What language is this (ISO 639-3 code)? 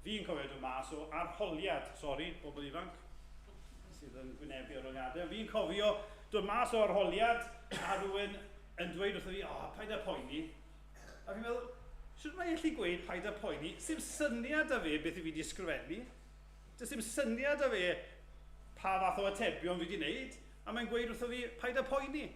cym